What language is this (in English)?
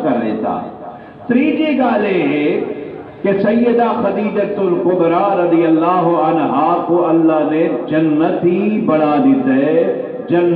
Saraiki